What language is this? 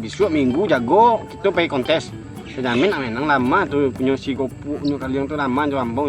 Minangkabau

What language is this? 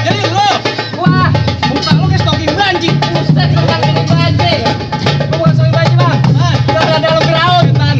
Betawi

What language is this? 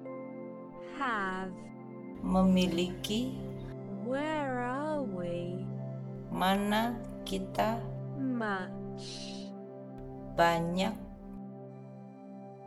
Indonesian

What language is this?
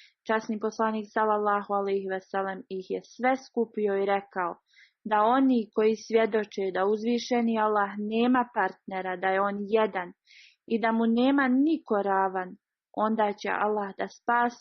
Bosnian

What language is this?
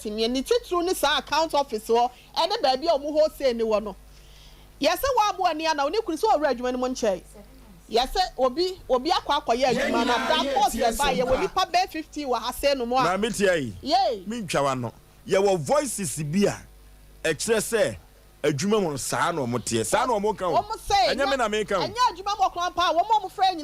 Akan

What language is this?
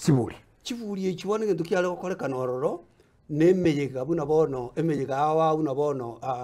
Gusii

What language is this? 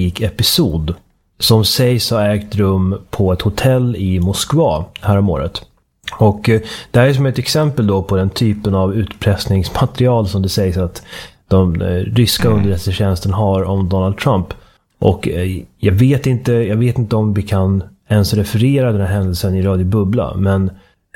Swedish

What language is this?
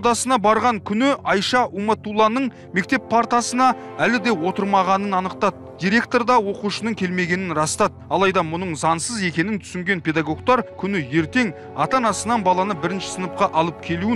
Kazakh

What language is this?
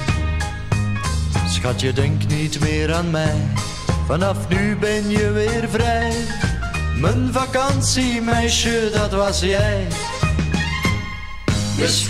Dutch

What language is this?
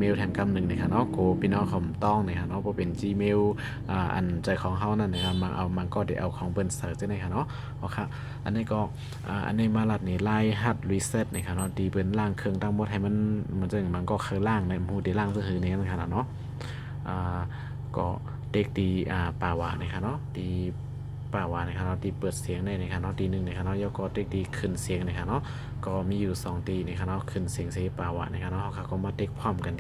Shan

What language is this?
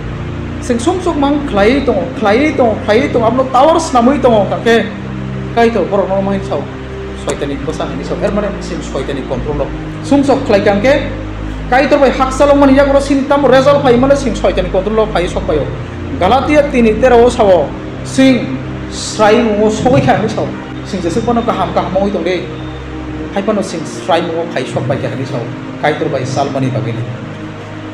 Kok Borok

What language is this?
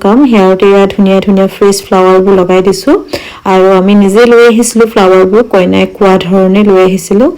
Assamese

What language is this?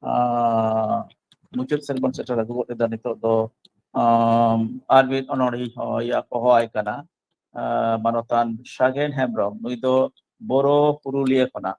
Santali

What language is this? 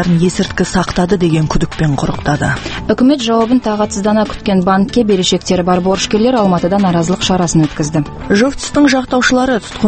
Kazakh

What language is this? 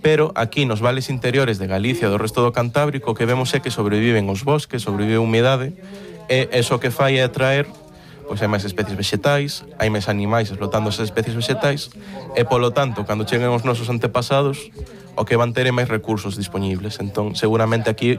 Galician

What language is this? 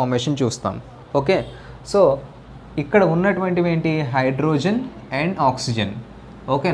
Telugu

